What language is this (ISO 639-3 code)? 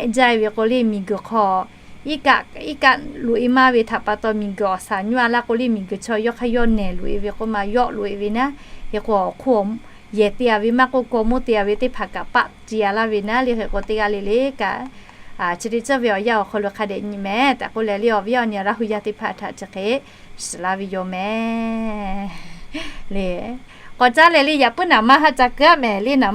lhu